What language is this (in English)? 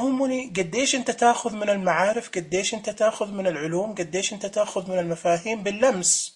Najdi Arabic